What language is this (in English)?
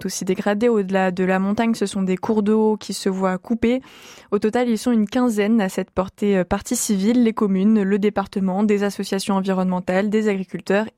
French